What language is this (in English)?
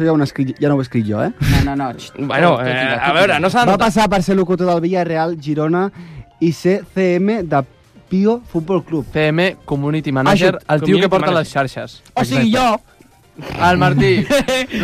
Catalan